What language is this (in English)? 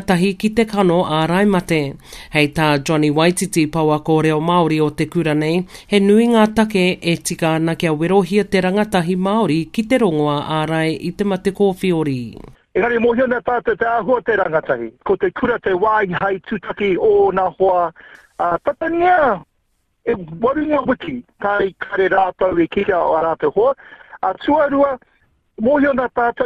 Māori